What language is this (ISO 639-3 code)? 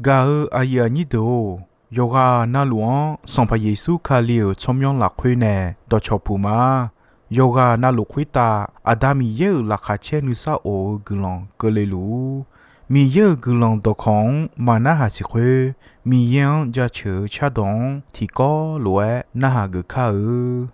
ahk